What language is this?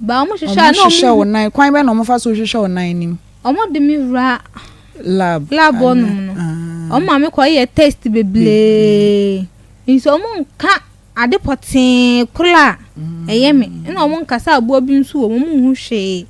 Akan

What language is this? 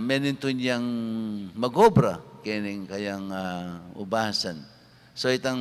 Pampanga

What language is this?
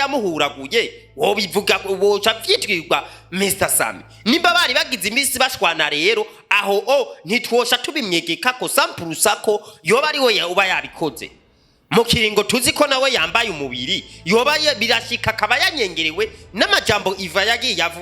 Rundi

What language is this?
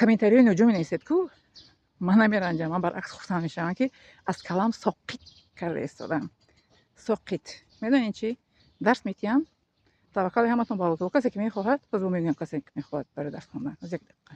Tajik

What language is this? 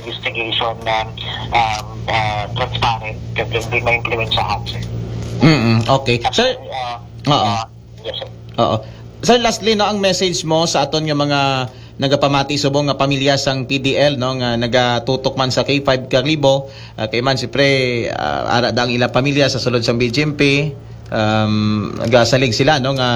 Aklanon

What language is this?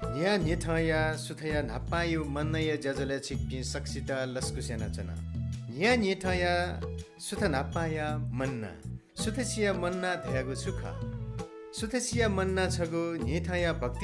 Newari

